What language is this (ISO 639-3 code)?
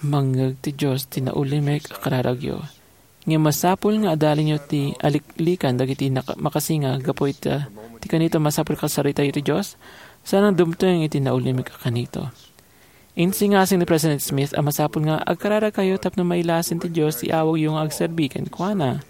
ilo